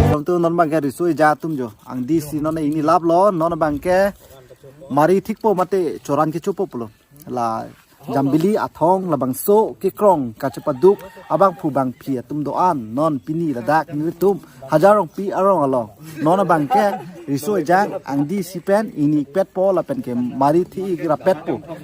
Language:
Karbi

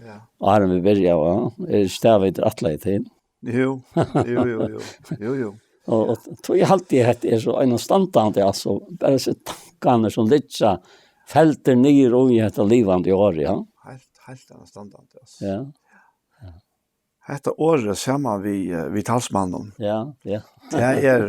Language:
Faroese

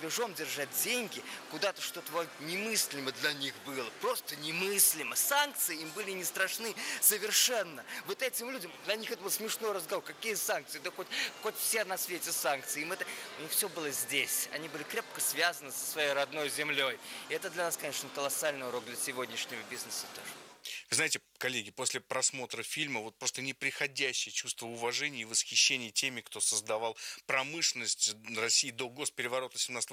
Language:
Russian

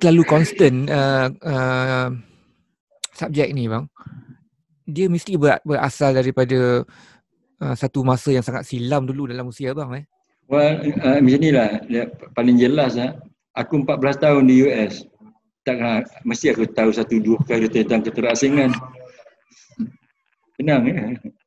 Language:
Malay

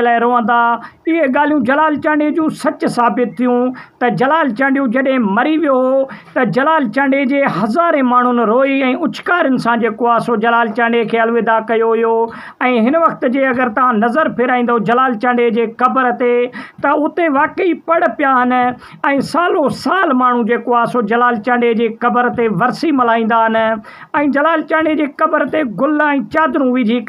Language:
Sindhi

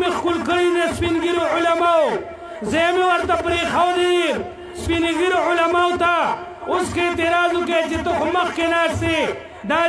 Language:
Pashto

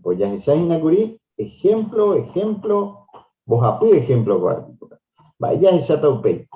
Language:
Guarani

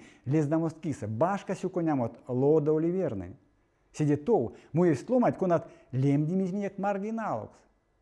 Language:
Erzya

